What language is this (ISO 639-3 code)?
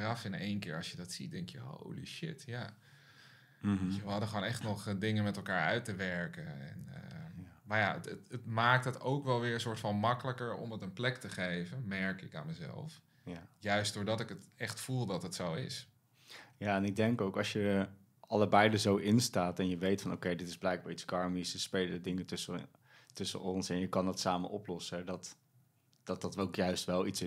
nld